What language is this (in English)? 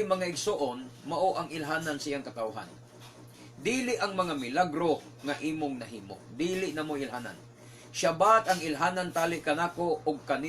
Cebuano